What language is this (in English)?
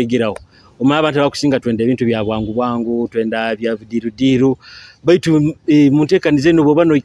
Nyoro